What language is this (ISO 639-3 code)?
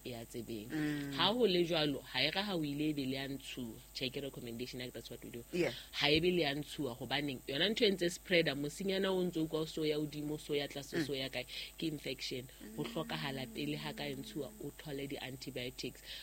sot